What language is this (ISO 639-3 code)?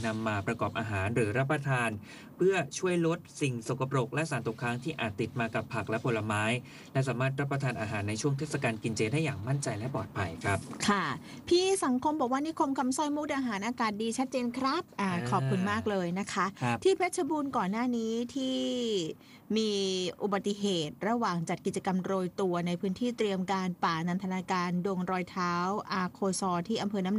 tha